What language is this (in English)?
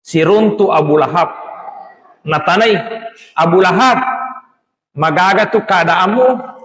Buginese